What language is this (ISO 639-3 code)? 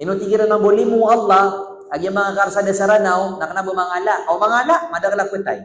mrw